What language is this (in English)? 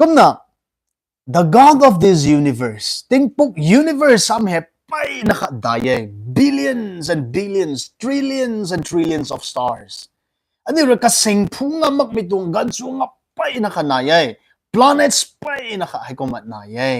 Rongmei Naga